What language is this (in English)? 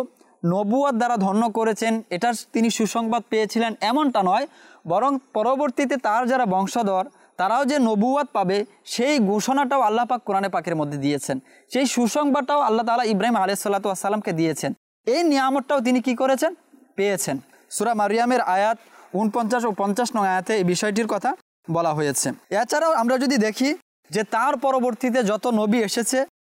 Bangla